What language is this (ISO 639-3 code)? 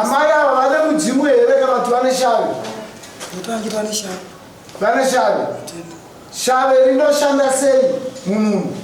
sna